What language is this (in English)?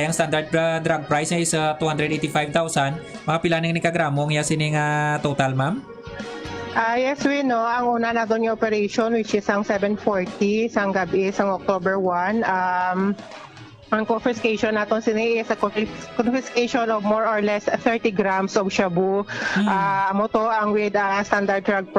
Hiligaynon